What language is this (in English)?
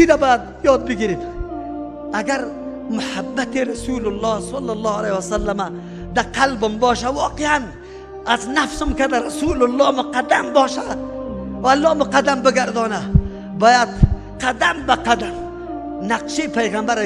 Persian